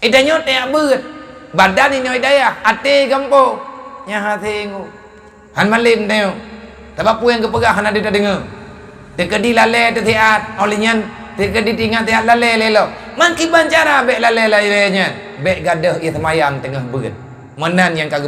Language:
Achinese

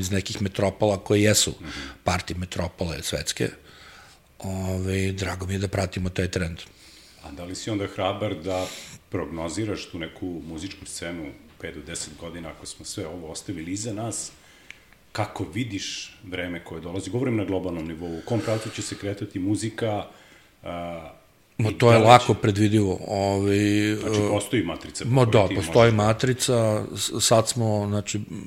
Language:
Serbian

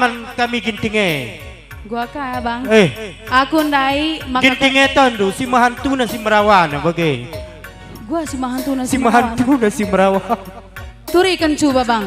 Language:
Batak Karo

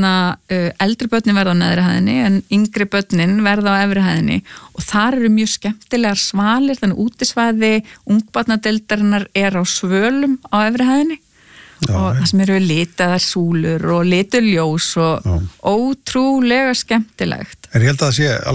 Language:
Icelandic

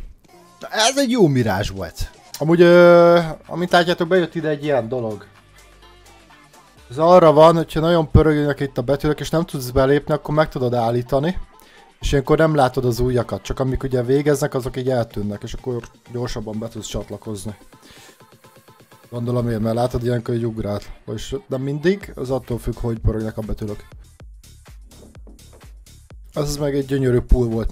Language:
Hungarian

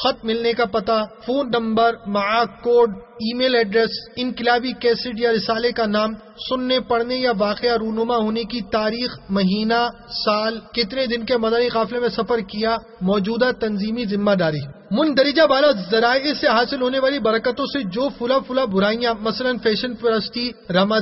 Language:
Urdu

